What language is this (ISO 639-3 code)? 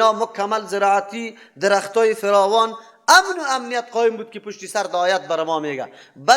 fas